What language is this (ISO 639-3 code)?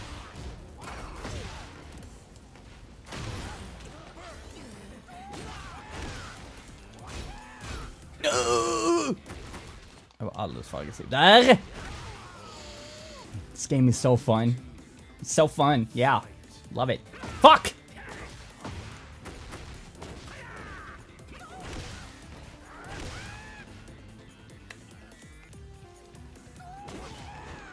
swe